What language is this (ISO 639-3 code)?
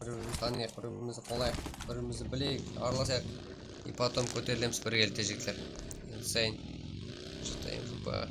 kaa